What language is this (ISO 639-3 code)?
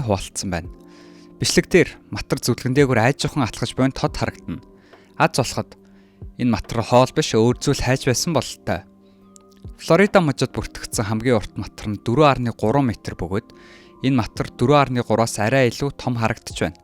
mon